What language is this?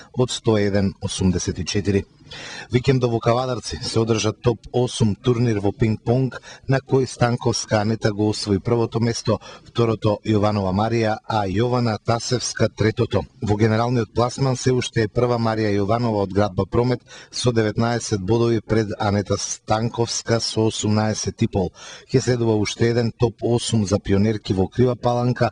Macedonian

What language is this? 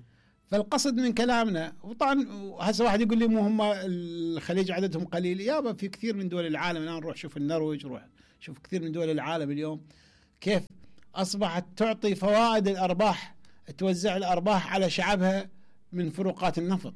Mesopotamian Arabic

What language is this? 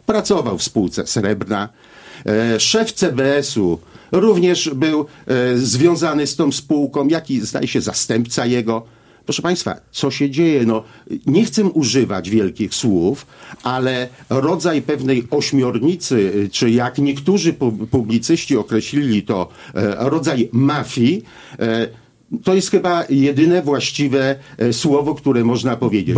Polish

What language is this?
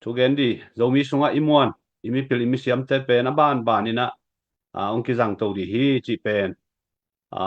Tedim Chin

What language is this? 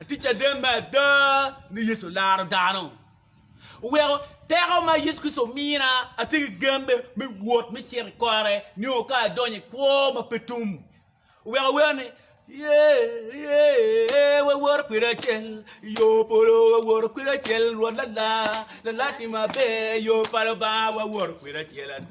Acoli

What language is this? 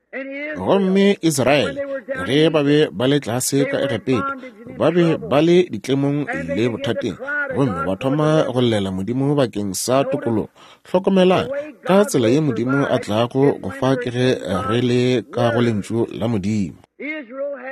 Northern Sotho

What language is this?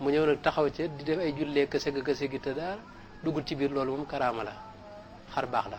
Wolof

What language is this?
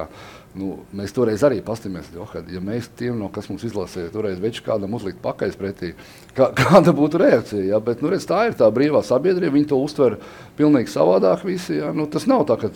Latvian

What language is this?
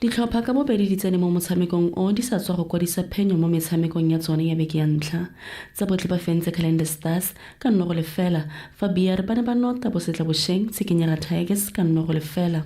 Tswana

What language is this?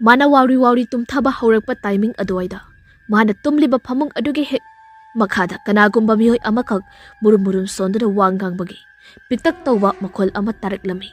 Manipuri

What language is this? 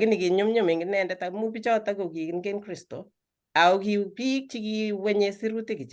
Kalenjin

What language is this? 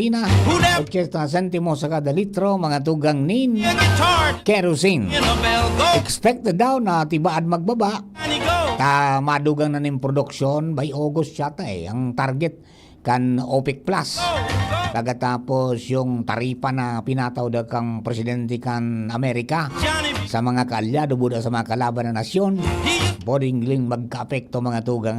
Bikol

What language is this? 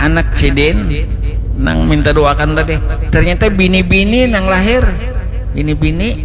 Banjar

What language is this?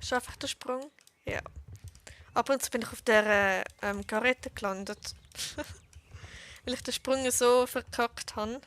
Swiss German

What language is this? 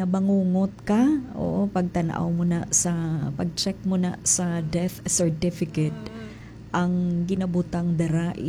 Hiligaynon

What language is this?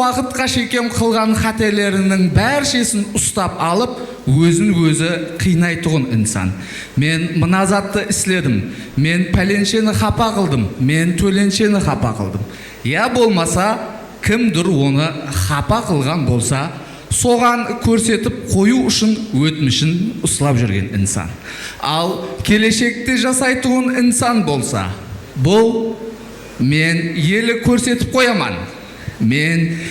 Kara-Kalpak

